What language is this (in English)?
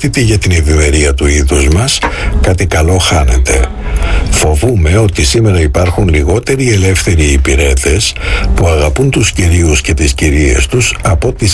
Greek